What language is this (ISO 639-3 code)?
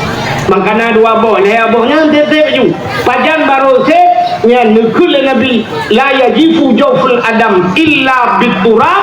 ace